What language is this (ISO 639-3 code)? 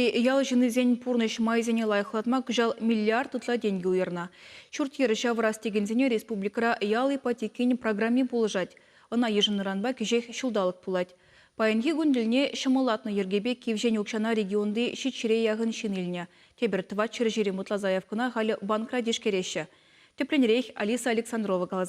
chv